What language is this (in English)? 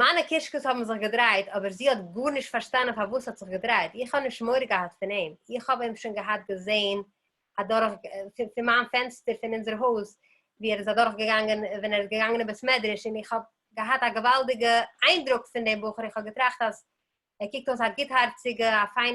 Yiddish